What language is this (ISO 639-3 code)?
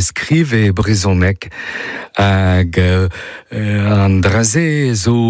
bre